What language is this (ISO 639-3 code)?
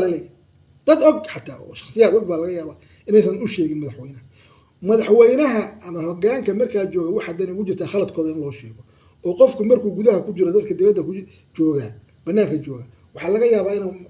som